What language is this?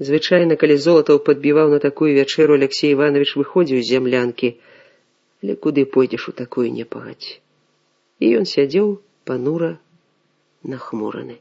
Belarusian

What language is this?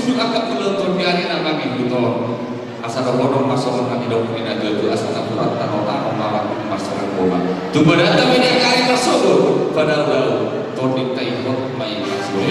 Batak Toba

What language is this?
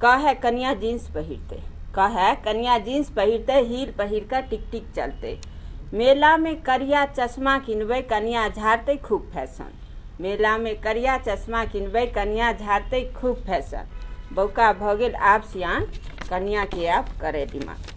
Maithili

